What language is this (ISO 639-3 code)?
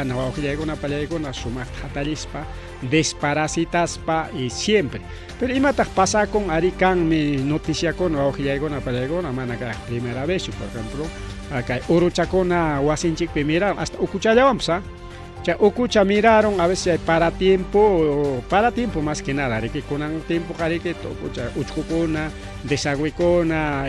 quy